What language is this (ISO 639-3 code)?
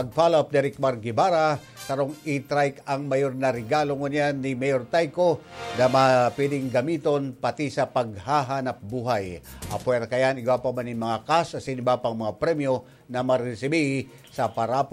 bik